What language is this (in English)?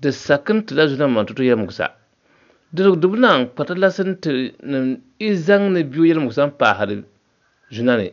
Dagbani